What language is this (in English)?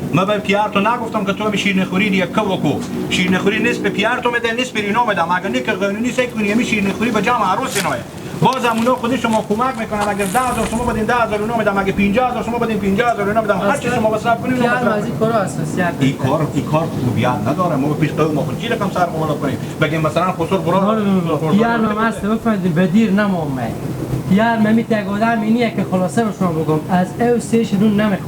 Hazaragi